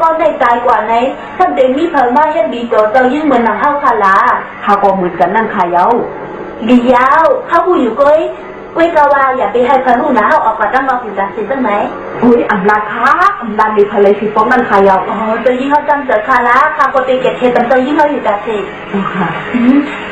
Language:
Shan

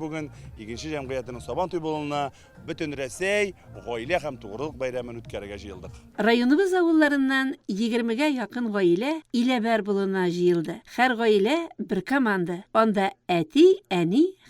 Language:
Tatar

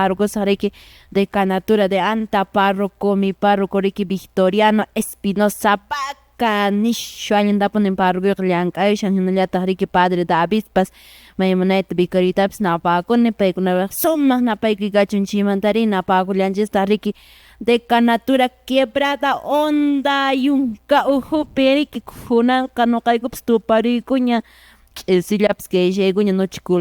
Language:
Quechua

